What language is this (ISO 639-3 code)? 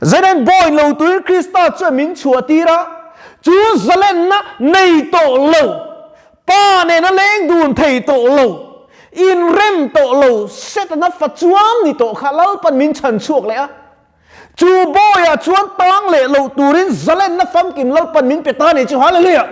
lus